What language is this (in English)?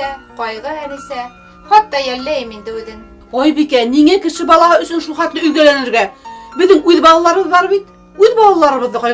Bashkir